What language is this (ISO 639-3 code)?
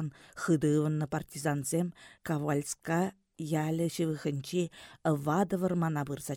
chv